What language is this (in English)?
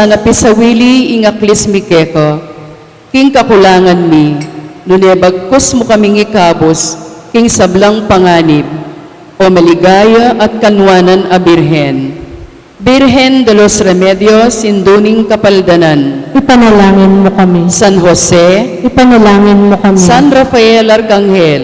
Pampanga